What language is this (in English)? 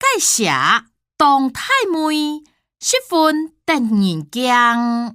Hakka Chinese